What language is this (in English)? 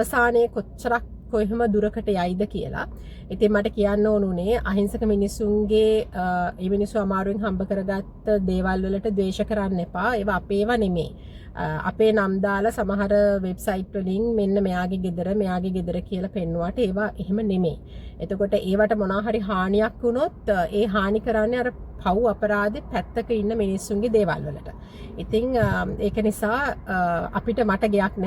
Sinhala